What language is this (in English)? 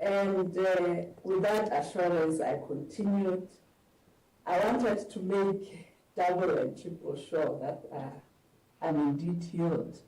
Ewe